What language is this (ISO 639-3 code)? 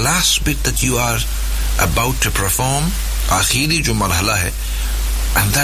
urd